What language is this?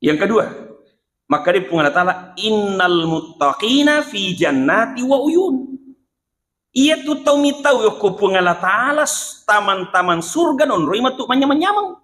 Buginese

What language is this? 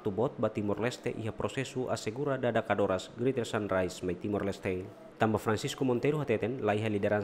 Tetum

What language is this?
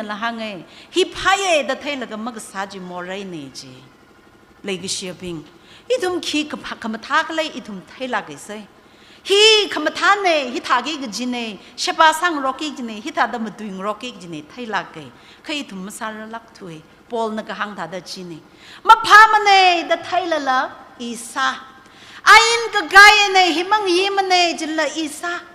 Tangkhul Naga (India)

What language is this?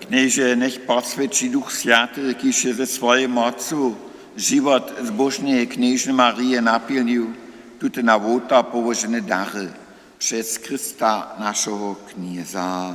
Upper Sorbian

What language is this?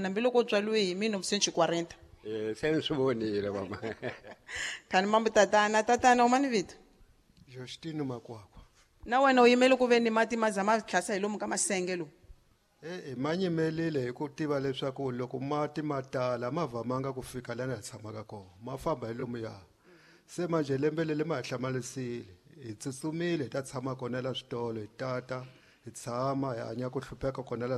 Tsonga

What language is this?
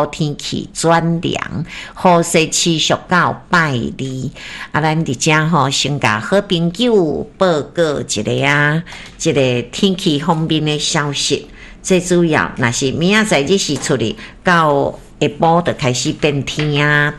Min Nan Chinese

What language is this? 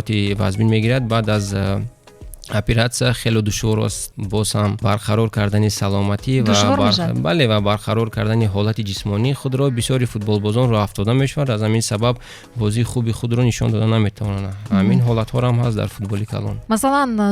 Tajik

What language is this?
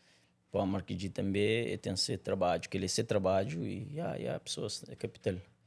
Kabuverdianu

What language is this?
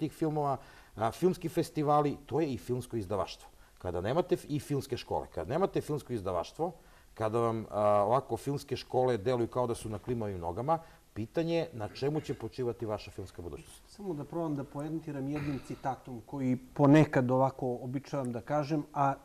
Serbian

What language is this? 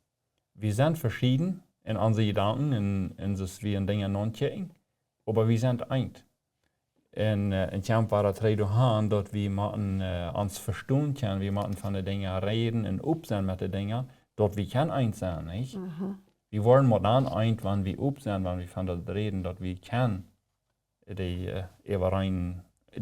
Plautdietsch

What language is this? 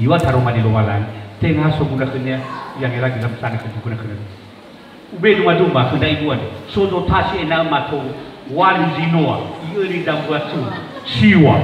Nias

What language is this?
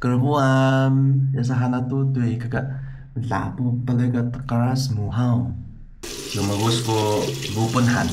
Taroko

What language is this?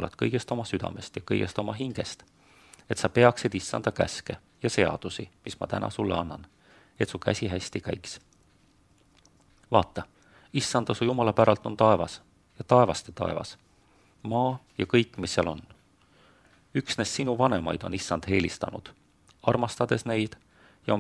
Estonian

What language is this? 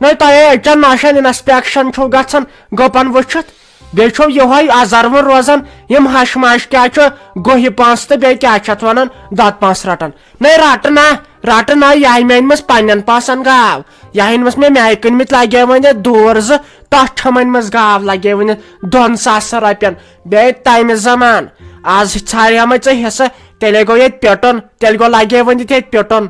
Kashmiri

